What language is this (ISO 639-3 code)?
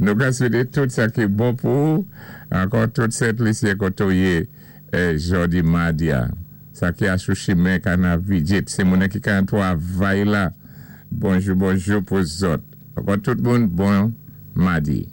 acf